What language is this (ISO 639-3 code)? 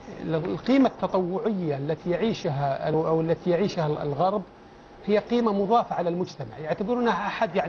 ara